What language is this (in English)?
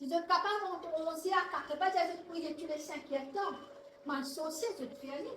Morisyen